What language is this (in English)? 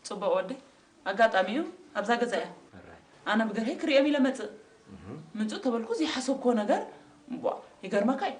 Tigrinya